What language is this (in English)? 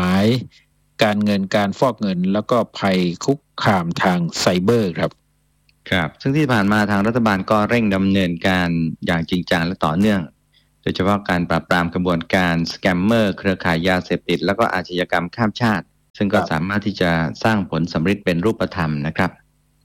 Thai